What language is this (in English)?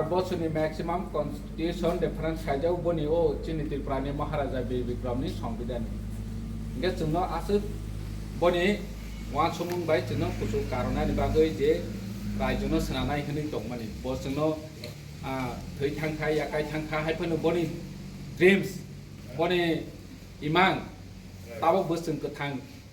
Kok Borok